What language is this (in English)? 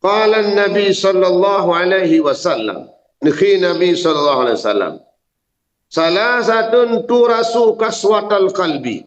Achinese